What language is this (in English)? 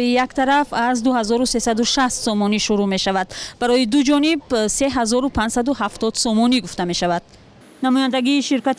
Tajik